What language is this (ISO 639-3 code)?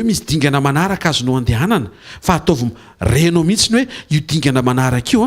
mlg